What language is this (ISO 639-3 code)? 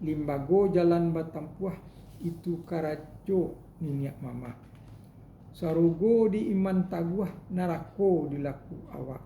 min